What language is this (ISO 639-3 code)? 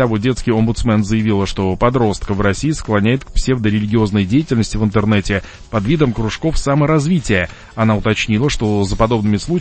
rus